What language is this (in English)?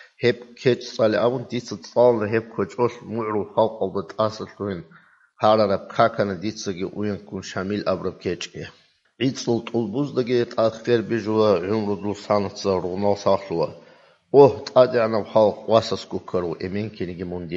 Avaric